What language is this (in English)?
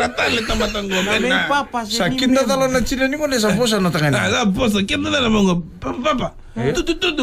Fijian